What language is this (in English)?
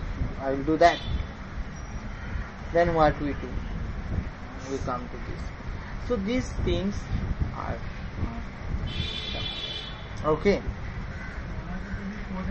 Hindi